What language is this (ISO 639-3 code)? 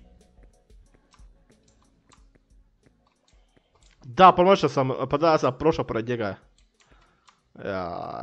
hrv